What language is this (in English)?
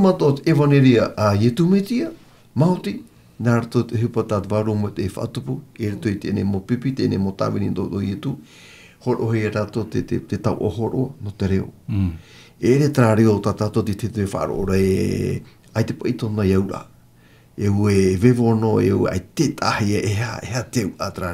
Tahitian